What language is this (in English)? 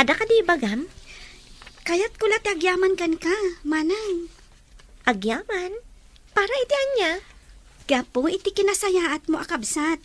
Iloko